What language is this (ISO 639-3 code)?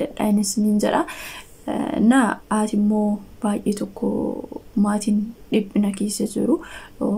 orm